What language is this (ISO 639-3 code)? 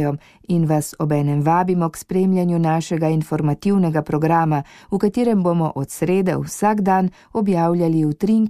slv